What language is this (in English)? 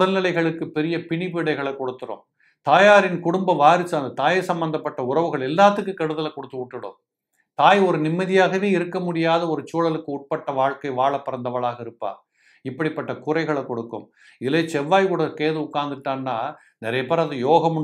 Tamil